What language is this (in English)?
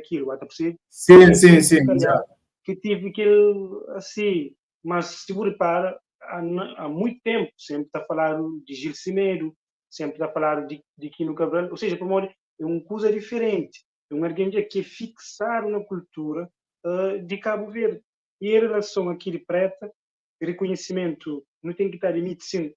Kabuverdianu